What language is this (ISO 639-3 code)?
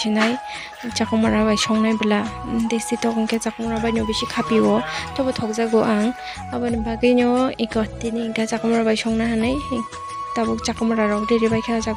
trp